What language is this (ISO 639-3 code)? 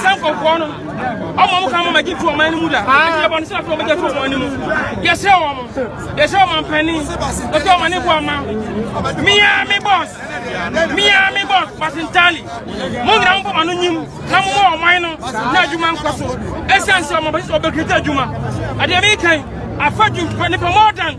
aka